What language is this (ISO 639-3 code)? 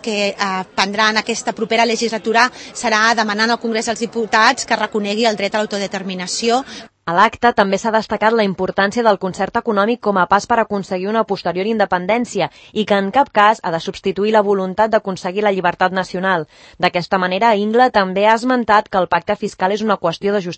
cat